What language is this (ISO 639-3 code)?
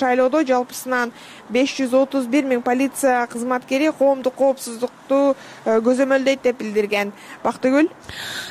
kir